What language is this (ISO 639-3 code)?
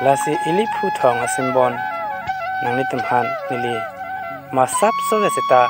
mjw